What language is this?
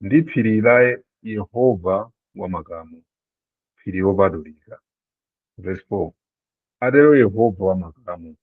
Nyanja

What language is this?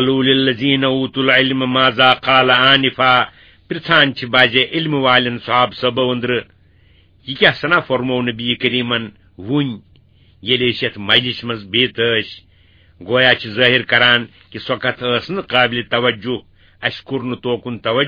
Kashmiri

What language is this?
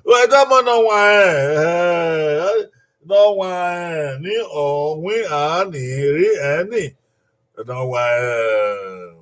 Bini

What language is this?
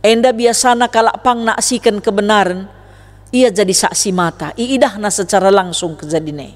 Batak Karo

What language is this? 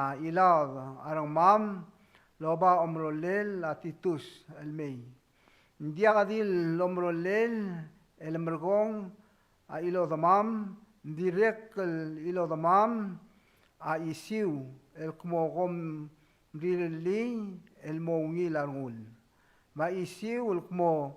Palauan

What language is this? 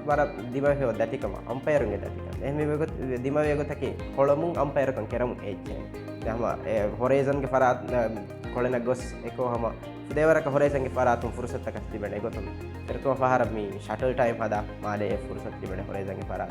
Divehi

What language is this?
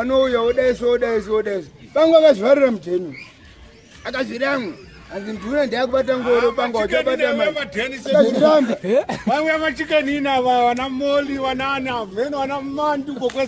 Shona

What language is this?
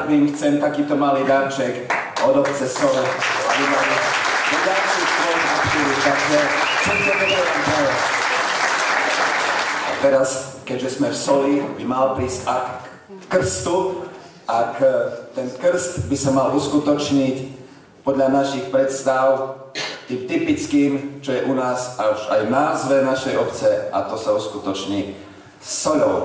Slovak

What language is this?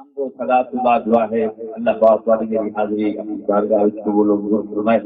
Saraiki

